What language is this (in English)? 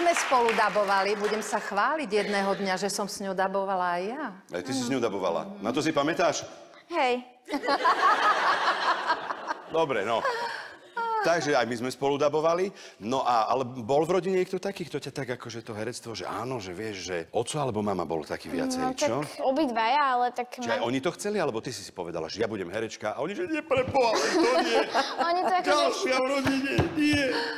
Slovak